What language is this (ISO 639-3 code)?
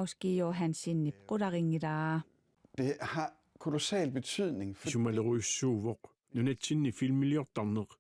kal